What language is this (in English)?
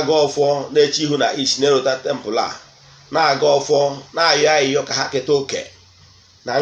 Igbo